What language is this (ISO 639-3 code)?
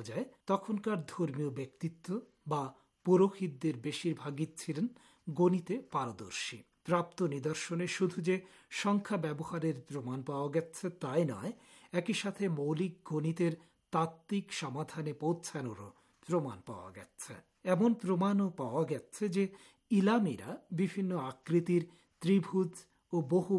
ben